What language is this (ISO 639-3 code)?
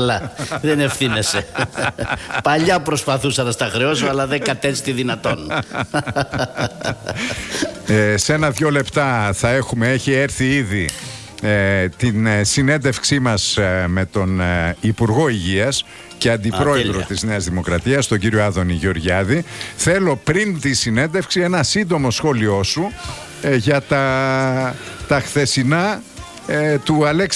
ell